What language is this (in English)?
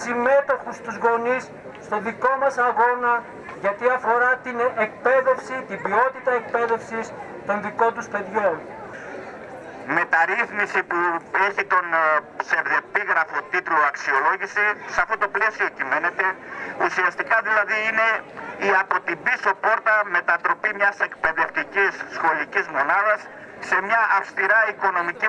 Greek